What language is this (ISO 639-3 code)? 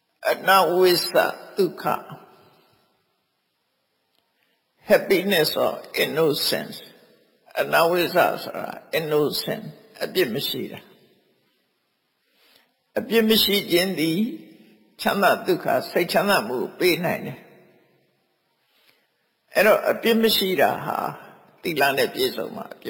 mya